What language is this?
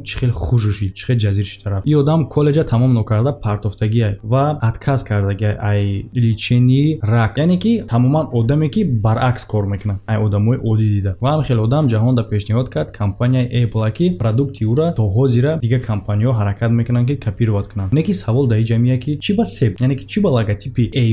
Tajik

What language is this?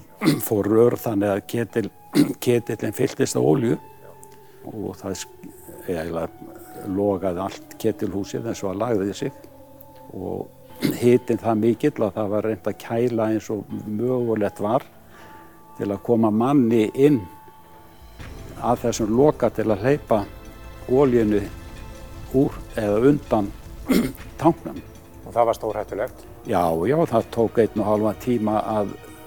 Icelandic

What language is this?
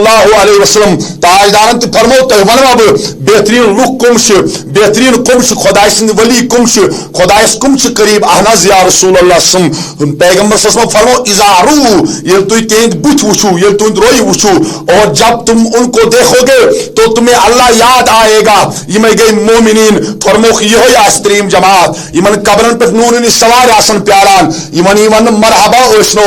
Kashmiri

